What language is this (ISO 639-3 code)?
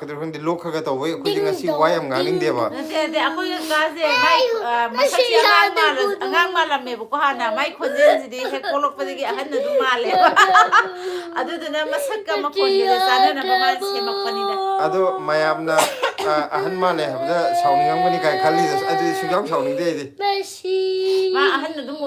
mni